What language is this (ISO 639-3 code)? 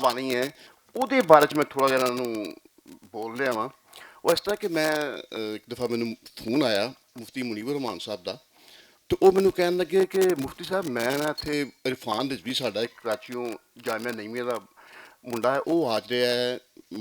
lah